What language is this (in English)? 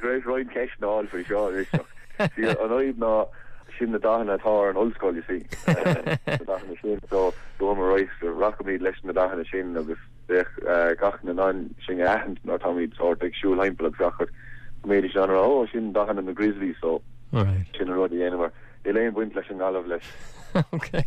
Irish